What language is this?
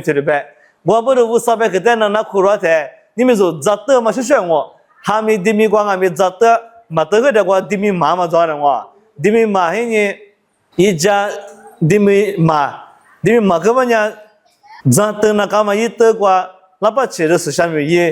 Lisu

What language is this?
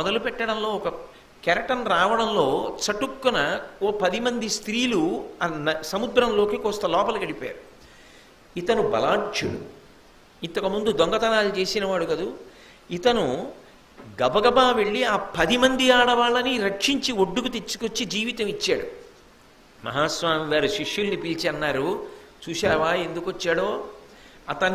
Telugu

